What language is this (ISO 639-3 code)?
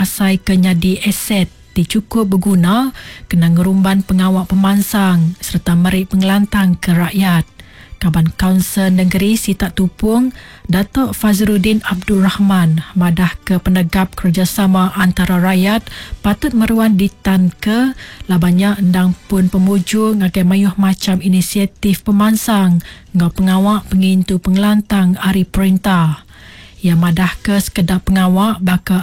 iba